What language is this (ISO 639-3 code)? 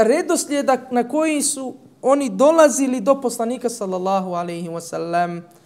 bos